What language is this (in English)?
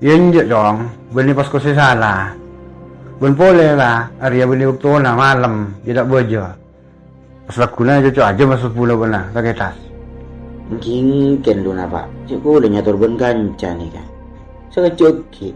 Madurese